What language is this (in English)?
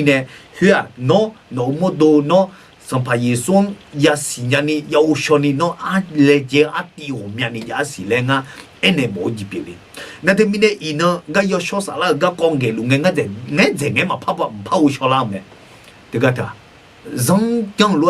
Akha